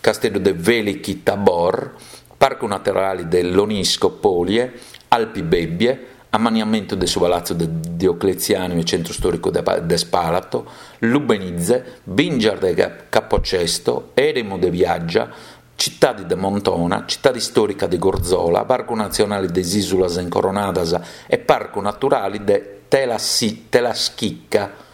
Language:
Sardinian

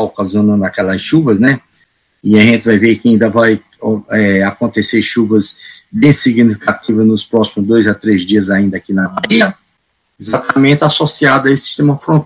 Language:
Portuguese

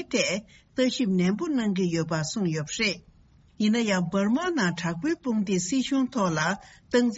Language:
Tibetan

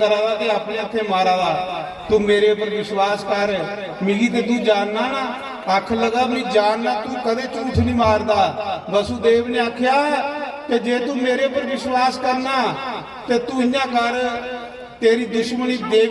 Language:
Dogri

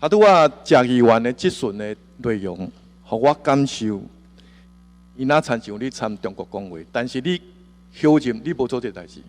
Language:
Min Nan Chinese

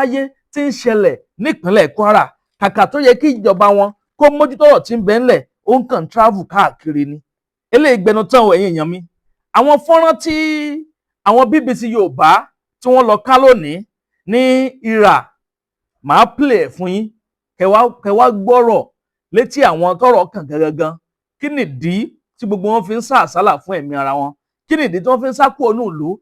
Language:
Yoruba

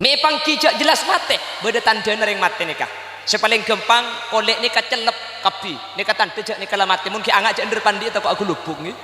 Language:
Madurese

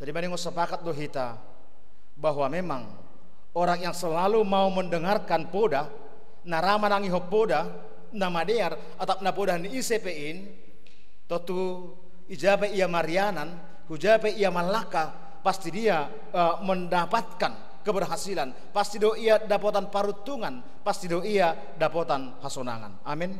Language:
Batak Simalungun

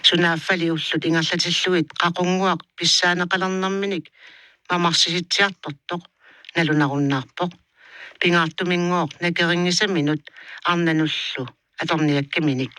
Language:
Kalaallisut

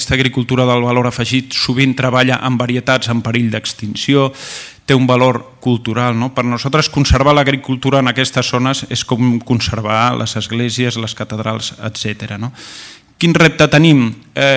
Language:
Catalan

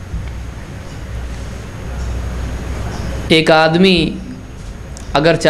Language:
Urdu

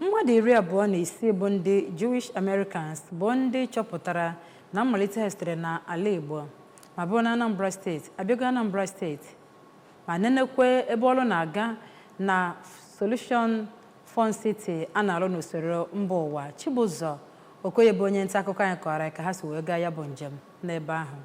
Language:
Igbo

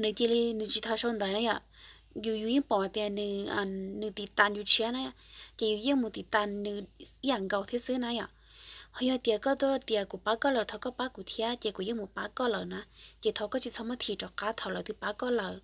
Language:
Hmong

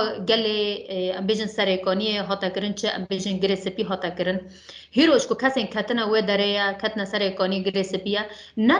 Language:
Kurdish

